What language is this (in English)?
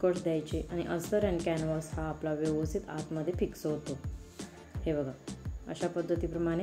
Marathi